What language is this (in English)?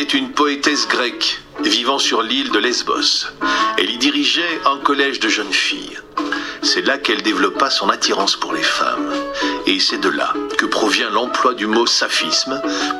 French